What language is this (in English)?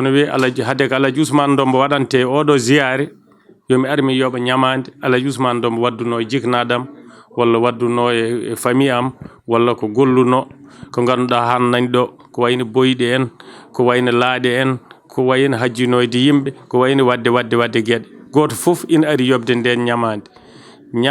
Fula